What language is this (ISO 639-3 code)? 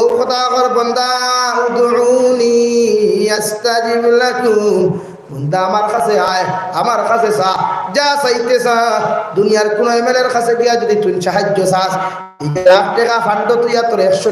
syl